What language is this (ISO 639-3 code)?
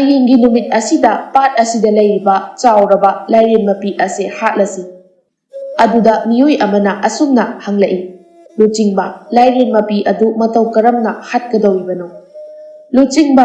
mni